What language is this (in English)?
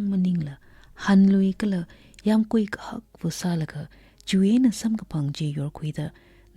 Tangkhul Naga (India)